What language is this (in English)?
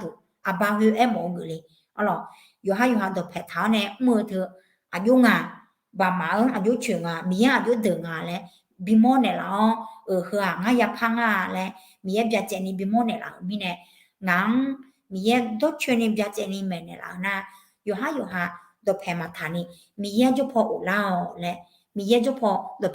Akha